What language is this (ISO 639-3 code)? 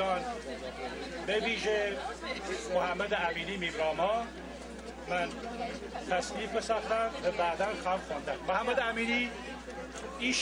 fas